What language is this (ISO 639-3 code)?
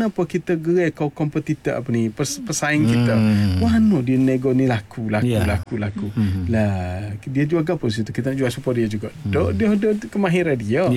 msa